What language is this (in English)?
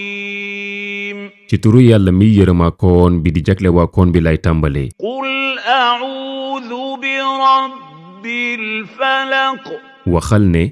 Wolof